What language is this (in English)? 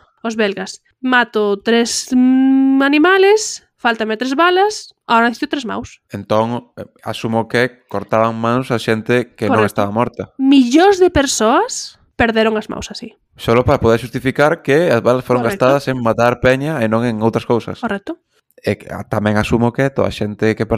Galician